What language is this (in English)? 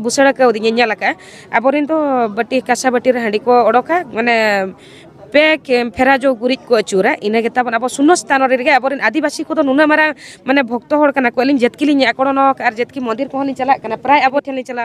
Santali